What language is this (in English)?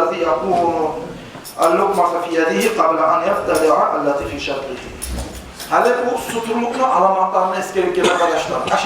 Kumyk